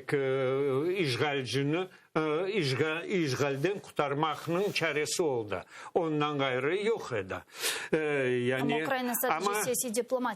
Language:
Crimean Tatar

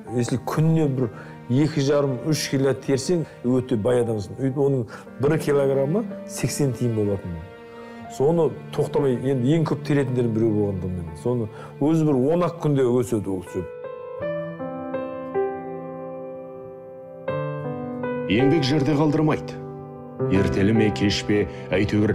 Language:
Kazakh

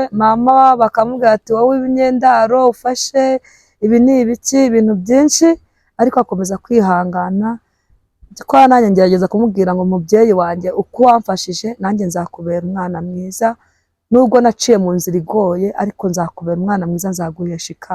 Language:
Kinyarwanda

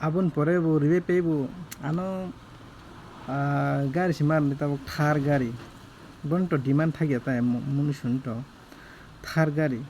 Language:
Kok Borok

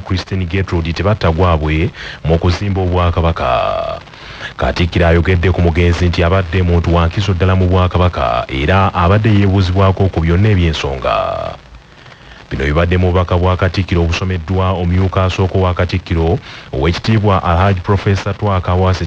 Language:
Ganda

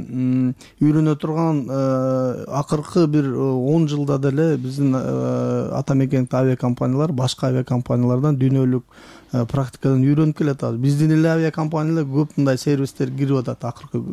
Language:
Kyrgyz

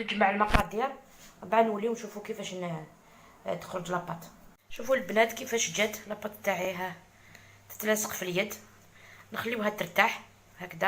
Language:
Algerian Arabic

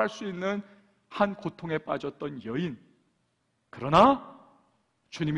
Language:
Korean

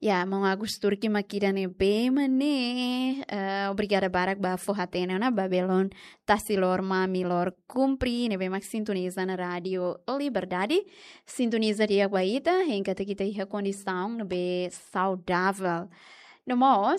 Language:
Tetum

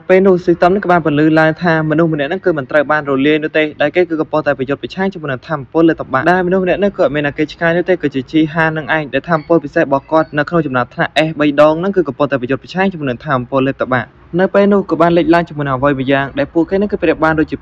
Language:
Khmer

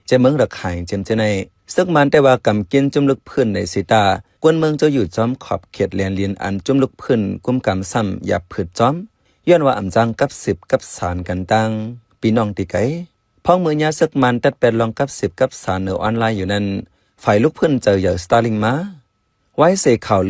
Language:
Shan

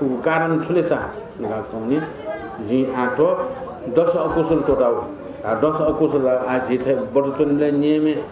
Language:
Newari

